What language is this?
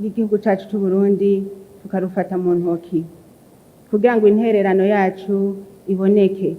Rundi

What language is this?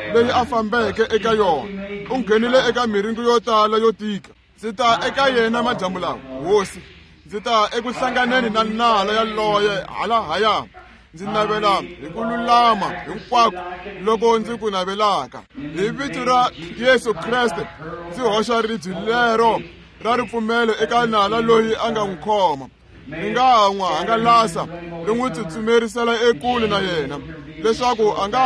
Tsonga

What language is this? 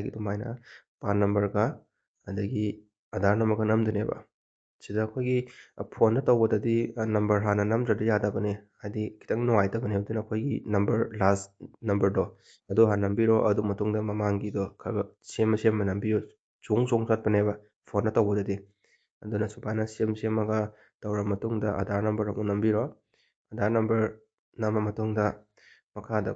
Manipuri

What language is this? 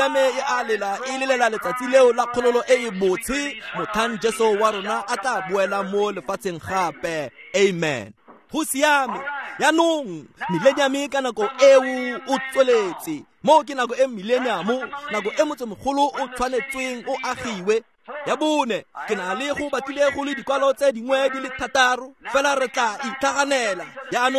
Tswana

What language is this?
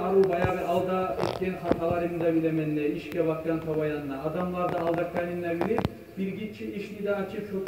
Kumyk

